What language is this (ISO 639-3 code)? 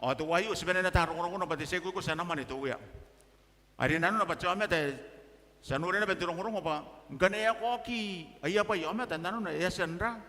gil